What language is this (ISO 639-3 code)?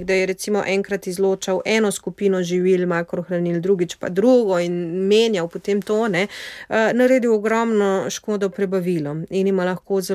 slv